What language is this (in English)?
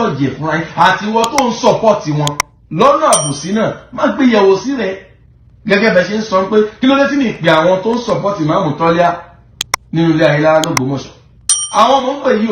Yoruba